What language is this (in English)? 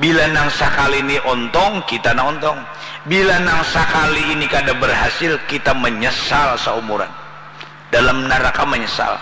Banjar